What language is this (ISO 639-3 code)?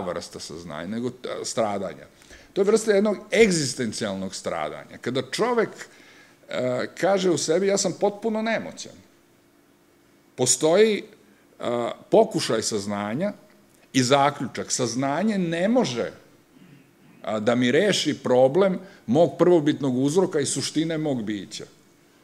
srp